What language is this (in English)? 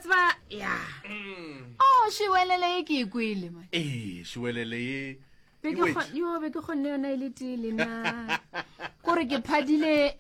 Northern Sotho